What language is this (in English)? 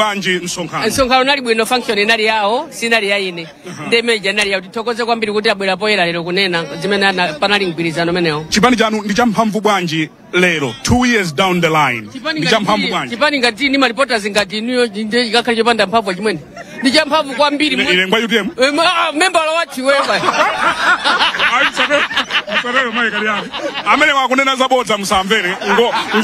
Nyanja